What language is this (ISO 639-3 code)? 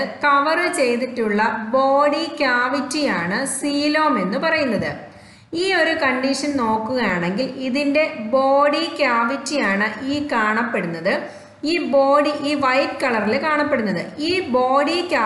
mal